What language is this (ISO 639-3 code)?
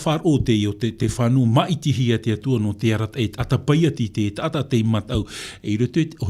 tah